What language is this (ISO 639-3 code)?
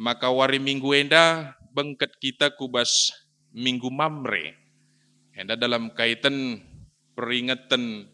btx